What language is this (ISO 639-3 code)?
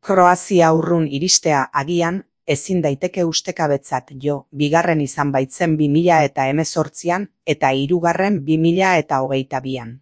eus